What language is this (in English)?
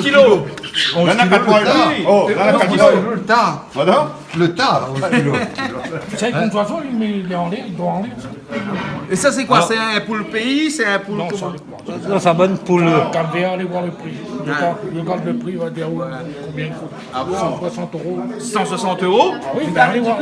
Réunion Creole French